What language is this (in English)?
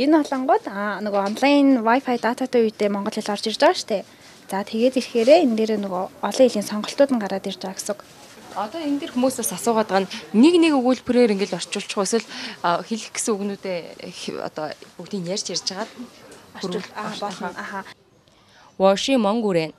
Mongolian